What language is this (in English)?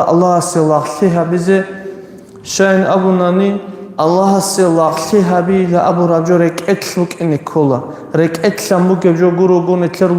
Avaric